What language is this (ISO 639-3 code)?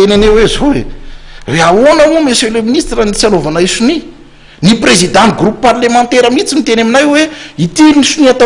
mlg